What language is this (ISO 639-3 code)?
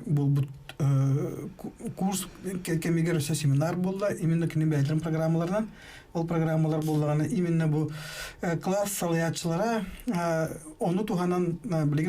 sah